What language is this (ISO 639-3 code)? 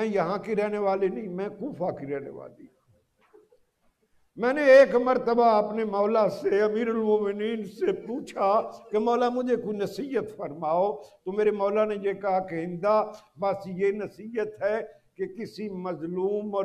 urd